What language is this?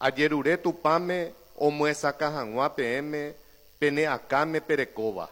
Guarani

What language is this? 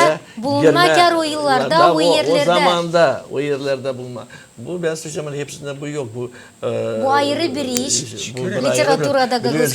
Gagauz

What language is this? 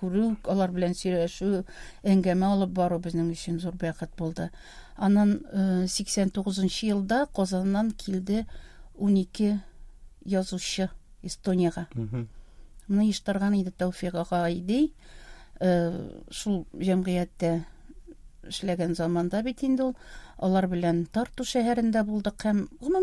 Tatar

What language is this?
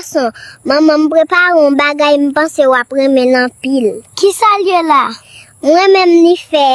Haitian Creole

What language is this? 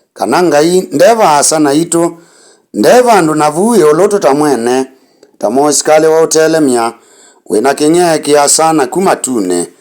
Kamba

